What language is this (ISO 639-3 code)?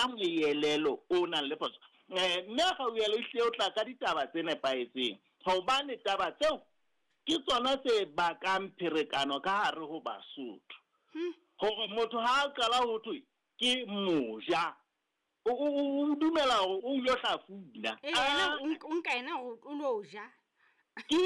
sot